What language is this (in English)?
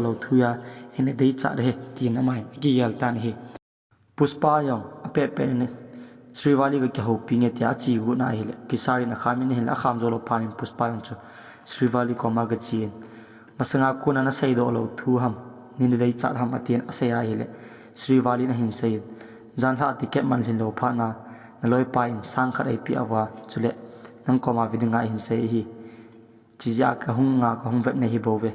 Thado Chin